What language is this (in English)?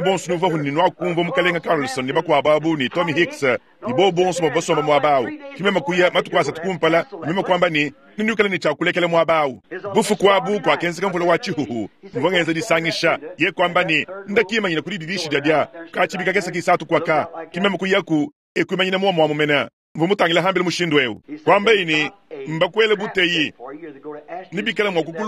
Luba-Lulua